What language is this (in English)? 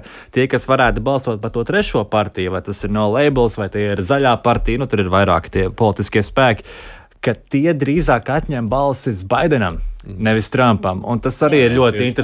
Latvian